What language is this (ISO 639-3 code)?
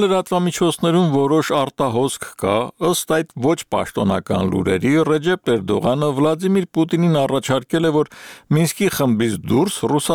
hye